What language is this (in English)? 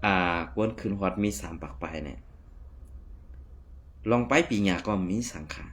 Shan